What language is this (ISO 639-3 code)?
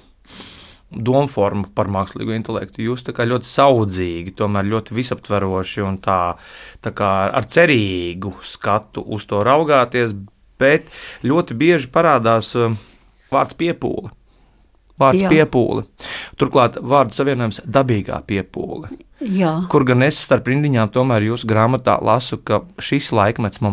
lav